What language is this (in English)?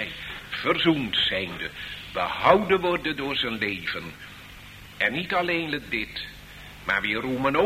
Dutch